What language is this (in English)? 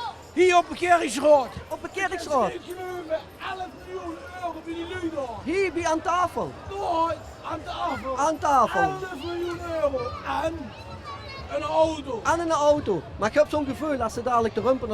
Limburgish